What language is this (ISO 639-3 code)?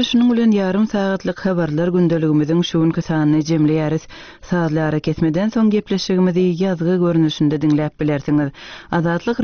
tuk